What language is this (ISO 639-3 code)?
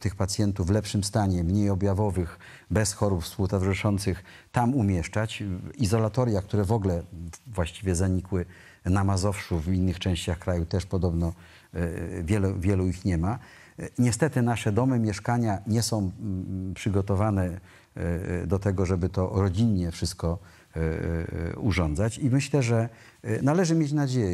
pol